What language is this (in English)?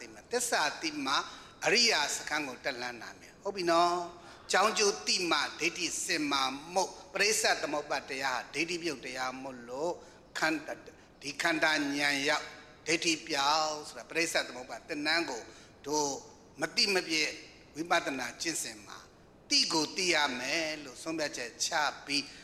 Burmese